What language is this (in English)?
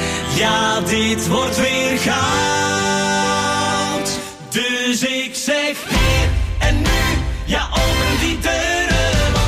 Dutch